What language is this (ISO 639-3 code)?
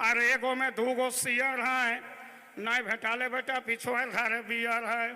sck